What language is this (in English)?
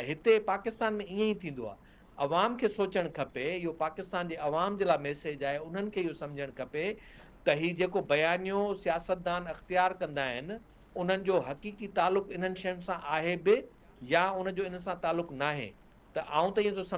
Sindhi